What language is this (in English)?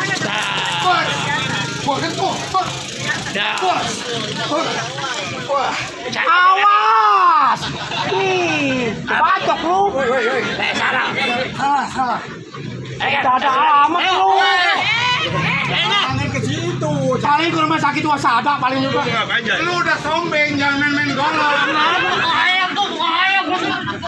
Betawi